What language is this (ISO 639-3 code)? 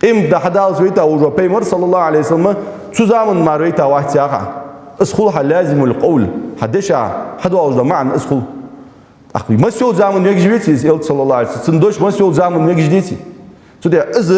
inh